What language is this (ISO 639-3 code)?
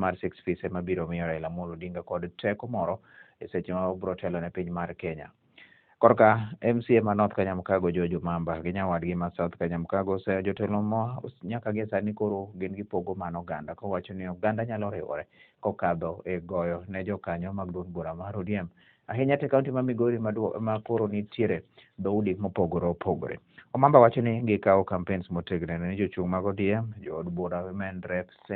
luo